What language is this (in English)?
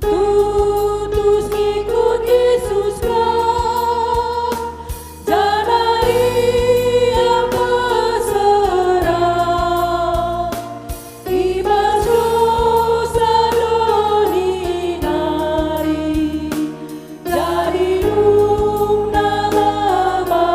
Batak Karo